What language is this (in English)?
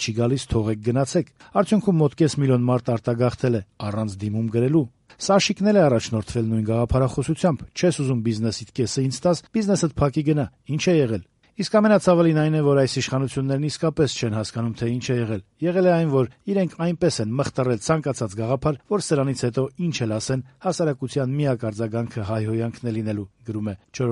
Armenian